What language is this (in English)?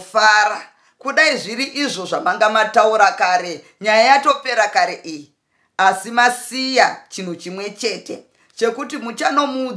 Shona